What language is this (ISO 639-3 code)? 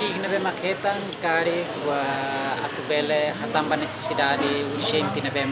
tet